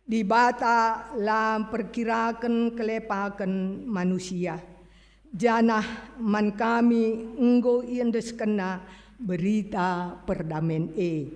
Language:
Batak Karo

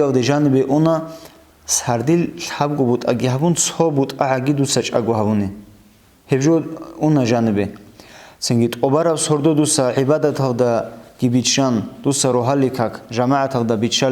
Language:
Avaric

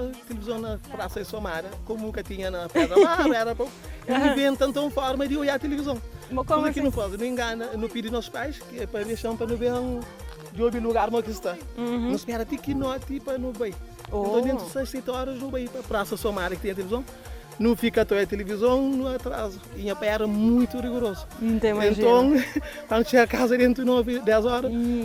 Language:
Kabuverdianu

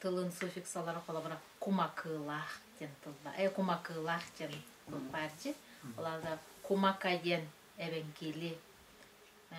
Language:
Yakut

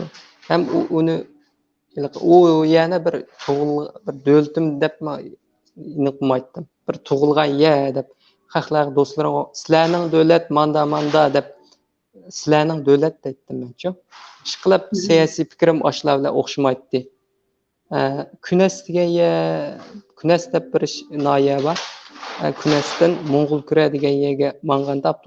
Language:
Uyghur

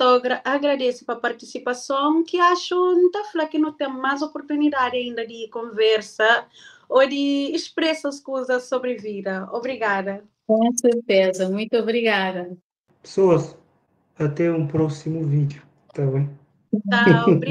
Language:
Kabuverdianu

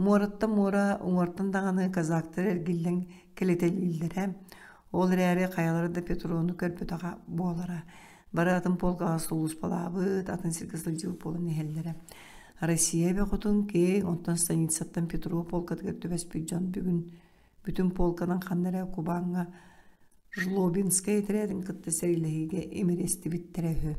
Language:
Yakut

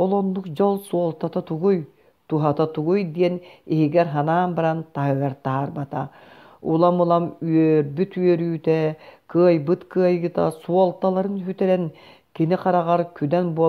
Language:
Yakut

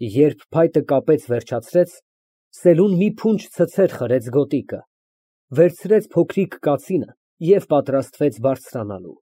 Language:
Armenian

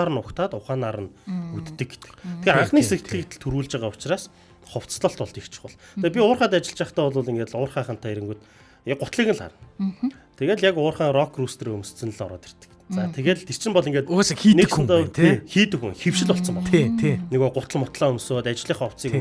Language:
Mongolian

